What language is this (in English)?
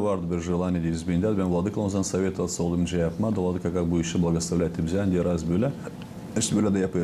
Gagauz